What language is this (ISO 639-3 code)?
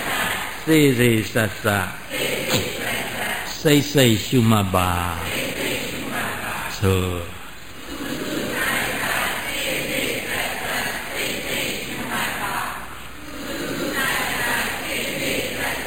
mya